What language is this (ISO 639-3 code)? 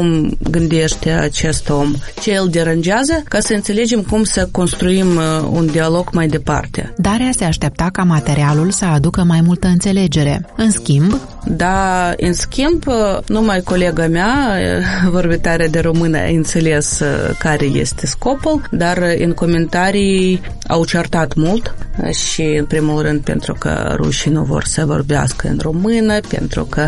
ron